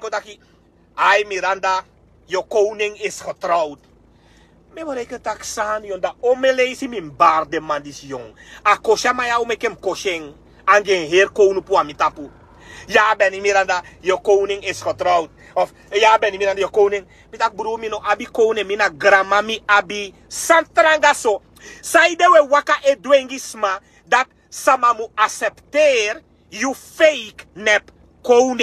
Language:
Sranan Tongo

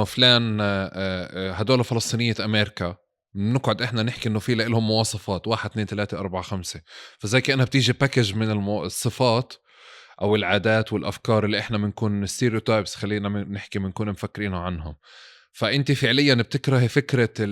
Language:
North Levantine Arabic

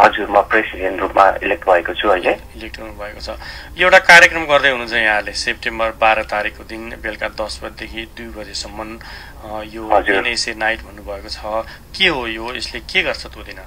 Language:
Nepali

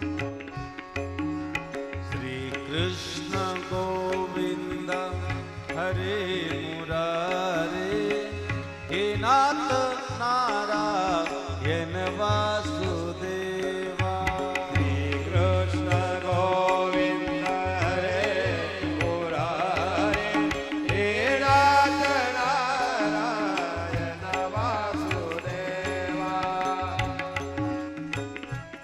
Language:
Marathi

